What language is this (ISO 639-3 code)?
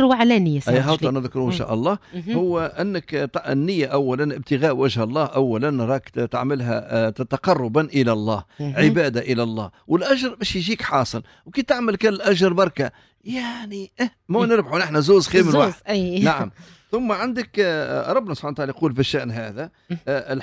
aeb